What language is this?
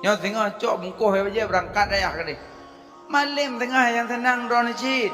Achinese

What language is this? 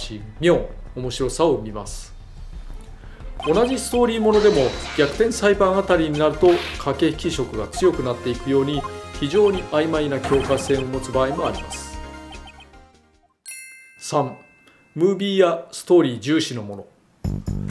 Japanese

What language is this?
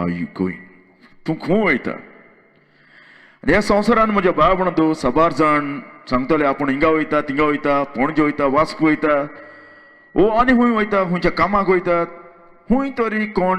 Konkani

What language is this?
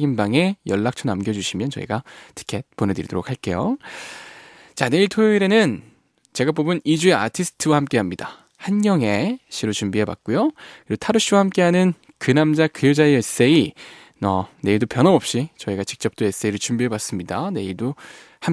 Korean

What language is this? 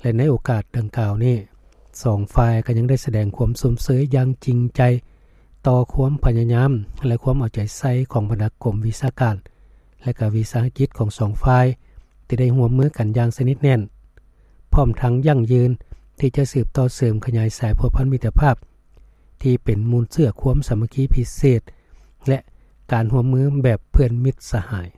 Lao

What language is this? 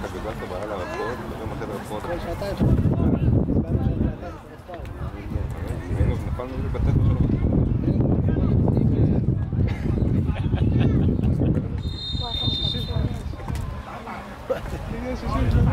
Hebrew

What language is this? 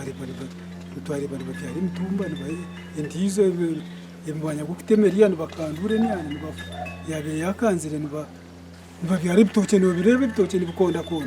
Nyankole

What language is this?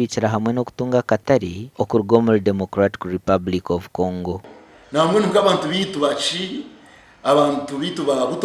Nyankole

